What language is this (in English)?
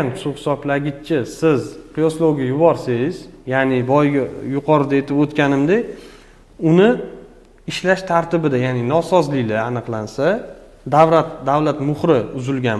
Uzbek